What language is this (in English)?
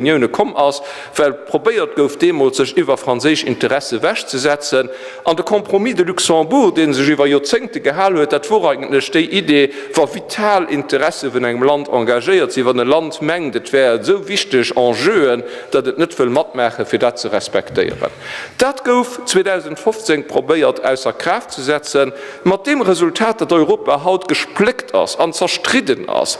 Luxembourgish